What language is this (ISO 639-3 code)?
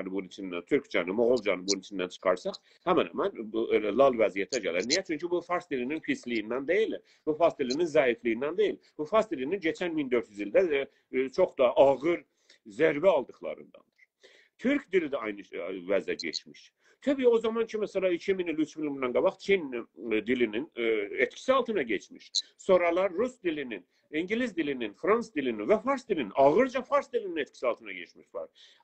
azb